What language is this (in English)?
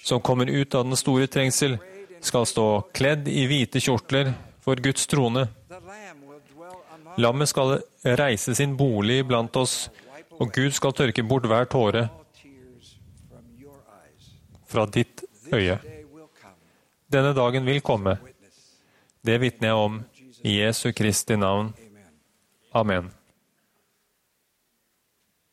Norwegian